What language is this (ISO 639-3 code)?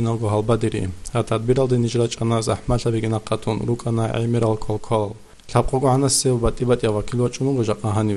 ava